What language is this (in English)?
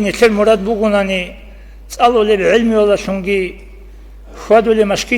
Avaric